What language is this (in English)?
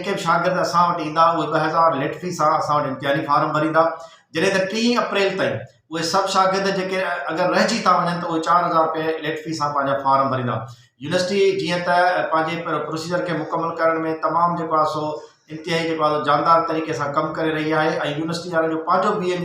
Sindhi